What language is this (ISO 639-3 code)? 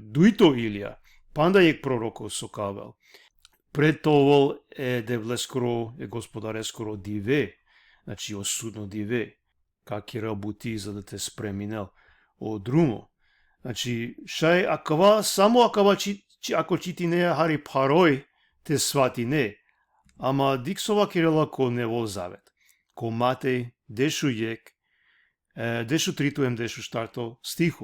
rmn